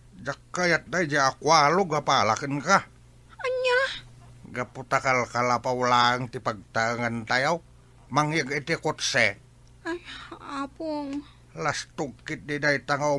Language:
Iloko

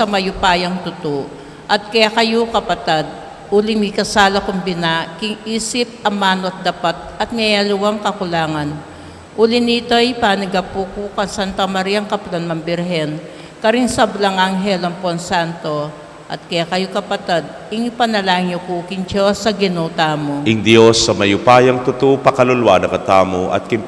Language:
Pampanga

